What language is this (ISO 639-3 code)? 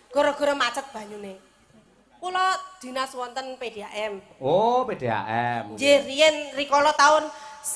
jav